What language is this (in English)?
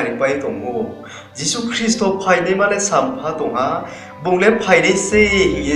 Riang (India)